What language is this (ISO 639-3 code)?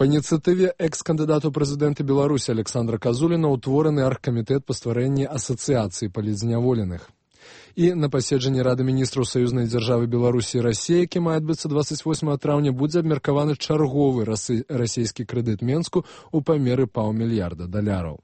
bel